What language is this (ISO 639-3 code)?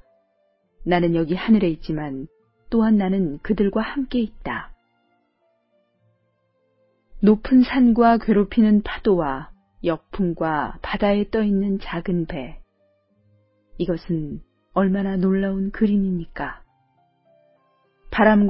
kor